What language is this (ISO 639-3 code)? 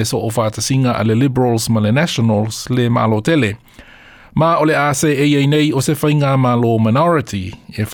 smo